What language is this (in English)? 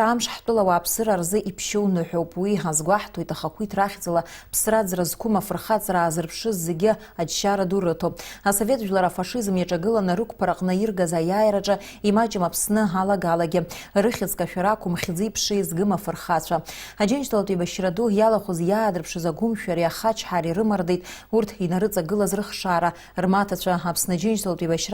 Abkhazian